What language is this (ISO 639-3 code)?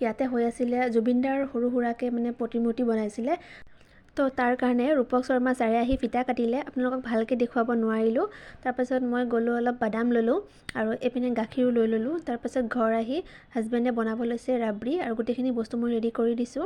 asm